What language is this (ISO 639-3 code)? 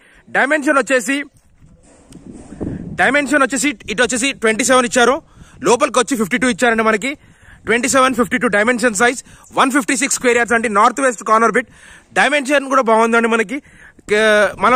tel